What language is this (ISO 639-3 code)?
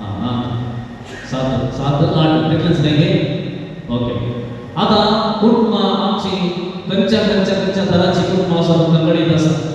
kok